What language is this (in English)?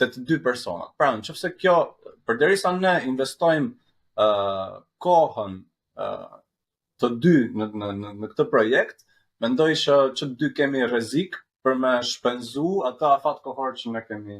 Albanian